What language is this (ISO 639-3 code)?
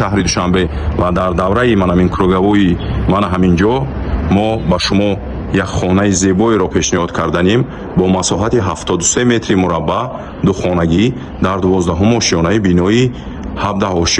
tgk